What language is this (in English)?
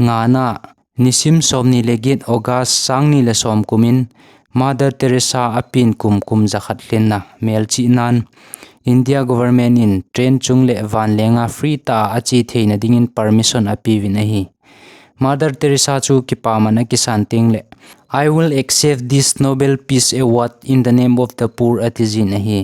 Thado Chin